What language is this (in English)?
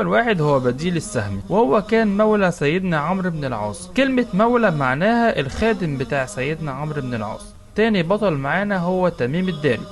Egyptian Arabic